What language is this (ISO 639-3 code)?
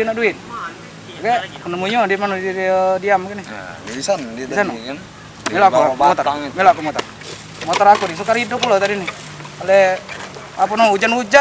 mui